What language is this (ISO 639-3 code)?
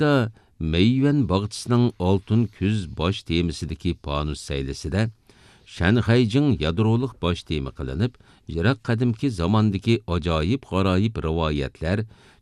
uig